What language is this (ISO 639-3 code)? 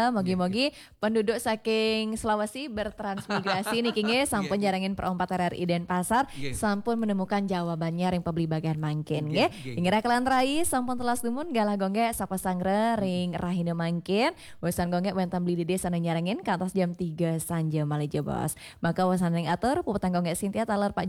ban